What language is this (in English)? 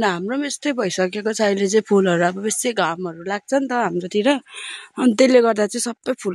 Nepali